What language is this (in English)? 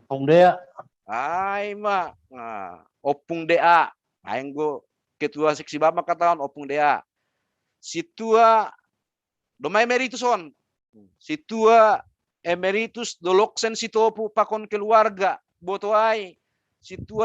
Batak Simalungun